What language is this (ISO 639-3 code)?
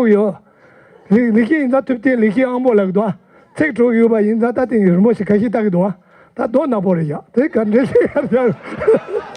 bod